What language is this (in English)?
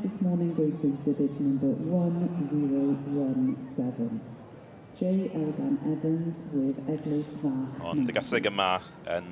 Welsh